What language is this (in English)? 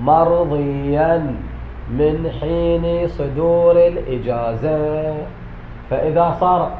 Mesopotamian Arabic